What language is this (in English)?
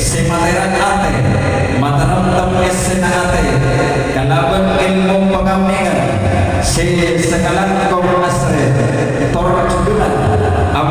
Madurese